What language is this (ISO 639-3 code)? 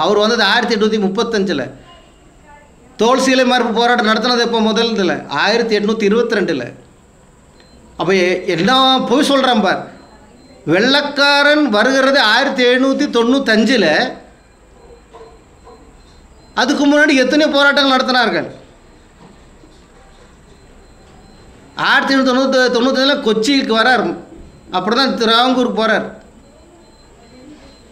tam